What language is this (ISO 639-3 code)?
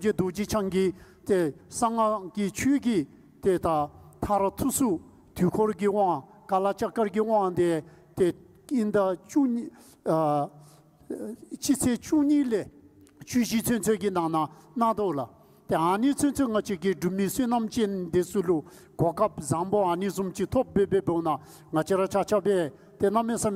dzo